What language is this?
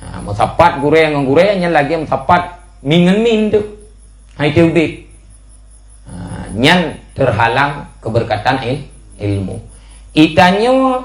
Achinese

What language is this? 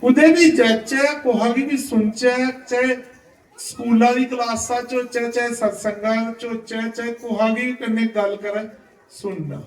Dogri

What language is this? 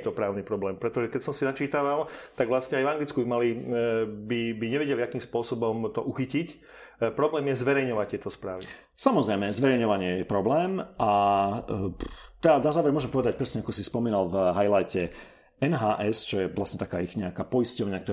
Slovak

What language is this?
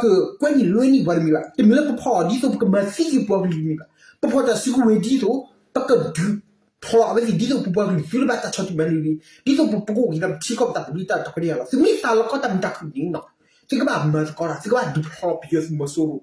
S'gaw Karen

